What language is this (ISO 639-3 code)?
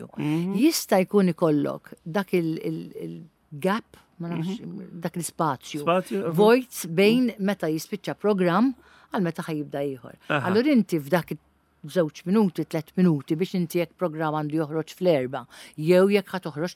mlt